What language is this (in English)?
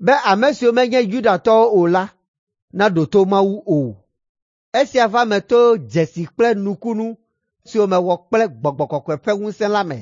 Ewe